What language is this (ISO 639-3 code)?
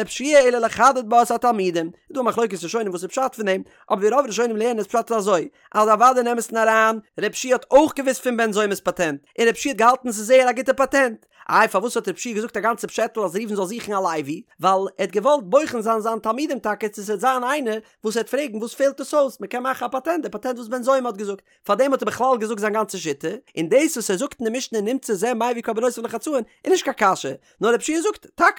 yid